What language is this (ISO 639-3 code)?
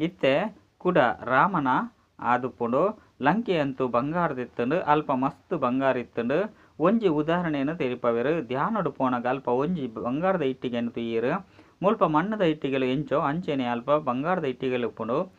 tcy